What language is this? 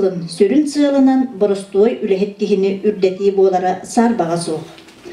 Yakut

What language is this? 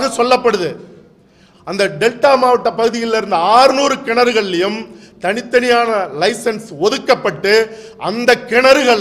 Tamil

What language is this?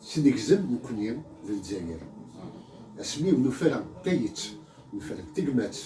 Kabyle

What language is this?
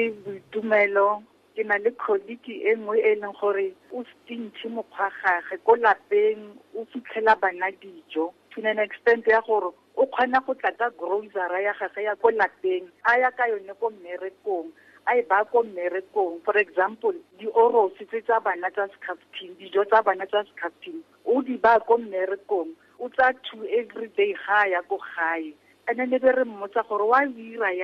Tswana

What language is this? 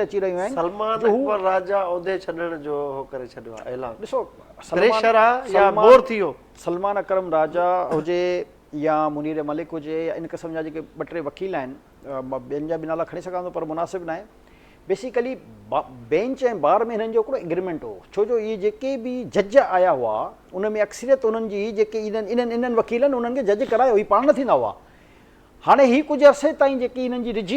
Sindhi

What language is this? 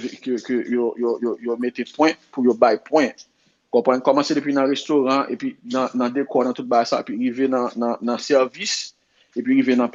Haitian Creole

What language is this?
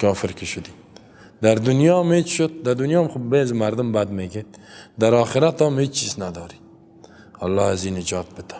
Persian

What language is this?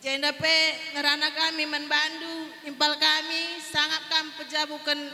Batak Karo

